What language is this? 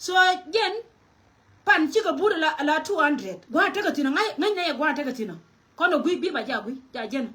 Nuer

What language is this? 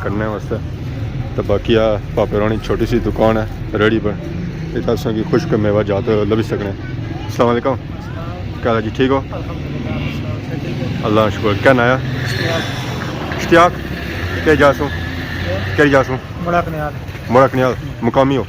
Pahari-Potwari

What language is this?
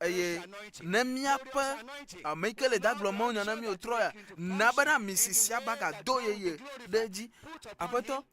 Ewe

